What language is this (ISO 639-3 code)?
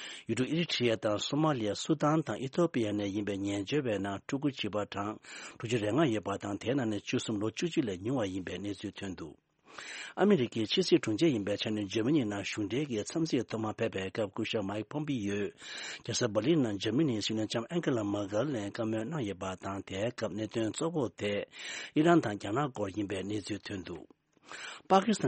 bod